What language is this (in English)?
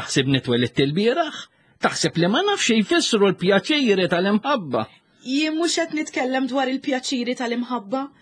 Maltese